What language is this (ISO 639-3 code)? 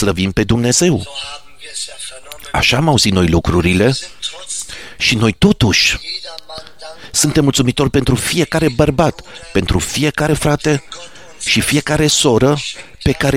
ron